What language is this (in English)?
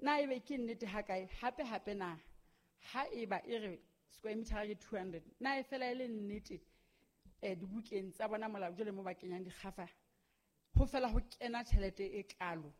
Southern Sotho